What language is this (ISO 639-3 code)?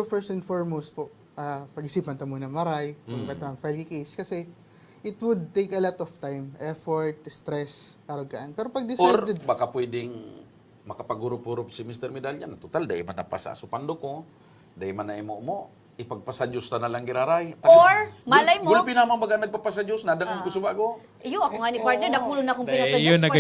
bik